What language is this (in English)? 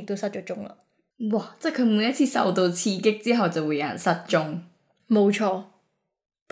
Cantonese